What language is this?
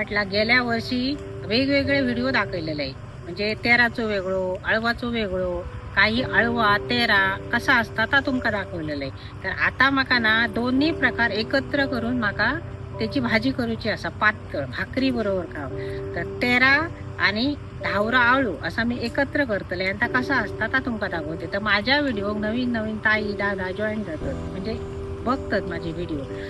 Konkani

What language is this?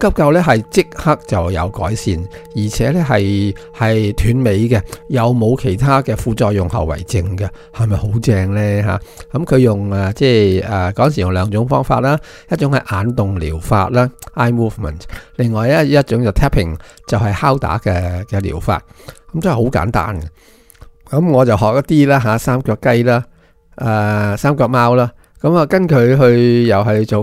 Cantonese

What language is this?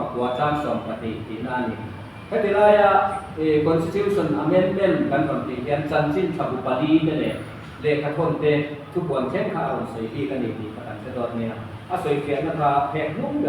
Mizo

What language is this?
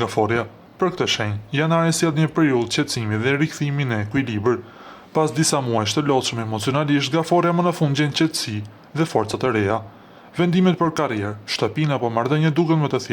Albanian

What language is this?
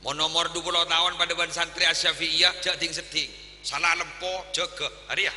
Madurese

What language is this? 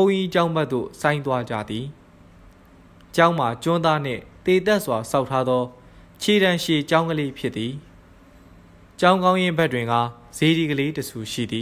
Burmese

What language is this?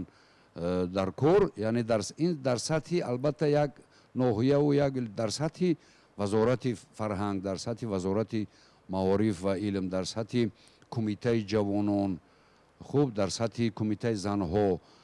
Tajik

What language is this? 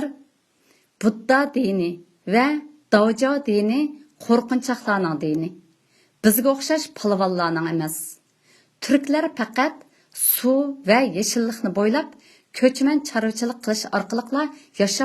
Uyghur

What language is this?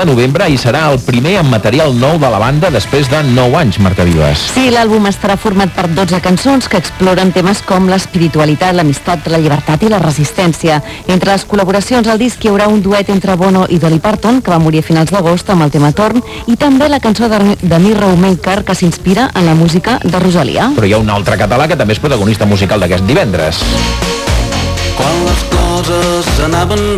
Catalan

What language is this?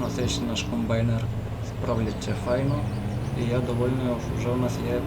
Rusyn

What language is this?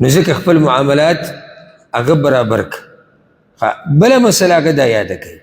Pashto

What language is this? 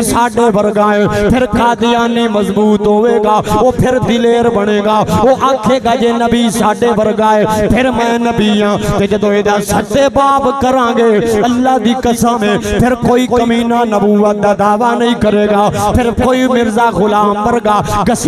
Saraiki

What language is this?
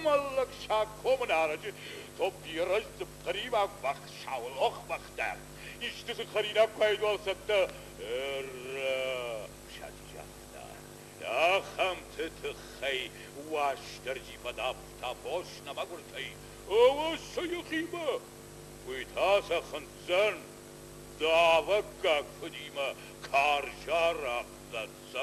Ossetic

